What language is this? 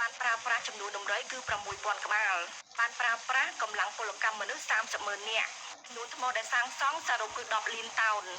Khmer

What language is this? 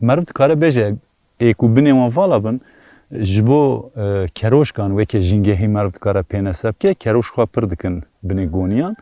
Kurdish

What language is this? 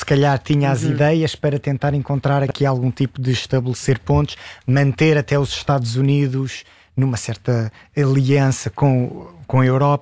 Portuguese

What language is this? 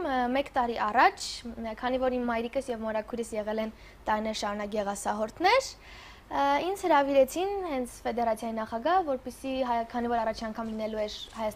Armenian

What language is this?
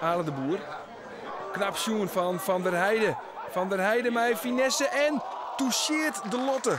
Western Frisian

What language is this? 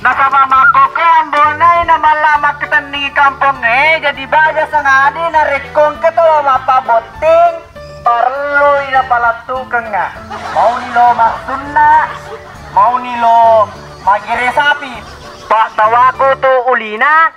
Buginese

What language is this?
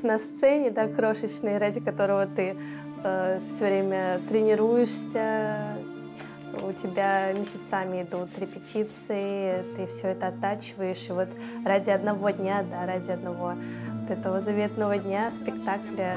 Russian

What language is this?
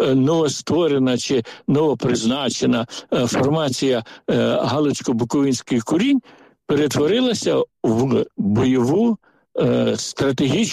Ukrainian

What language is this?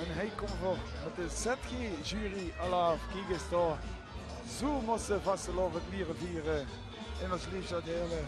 Limburgish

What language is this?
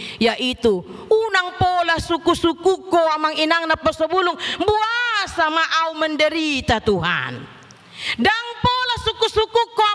Batak Toba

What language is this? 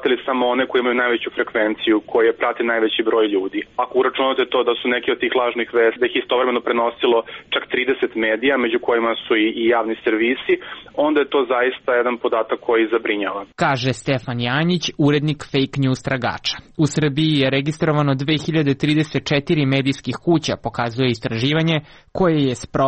Serbian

